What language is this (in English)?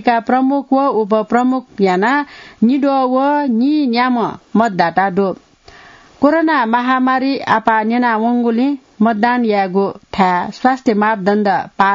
Newari